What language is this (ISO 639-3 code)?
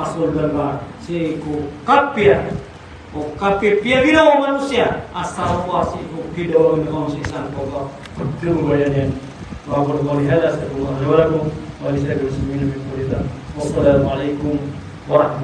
mrw